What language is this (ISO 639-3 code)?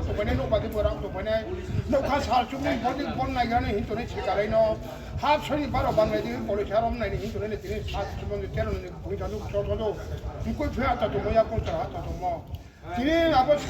ria